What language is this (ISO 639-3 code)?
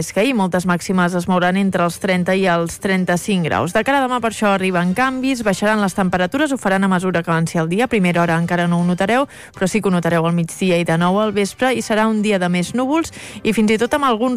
cat